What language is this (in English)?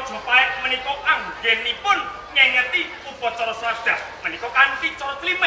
Javanese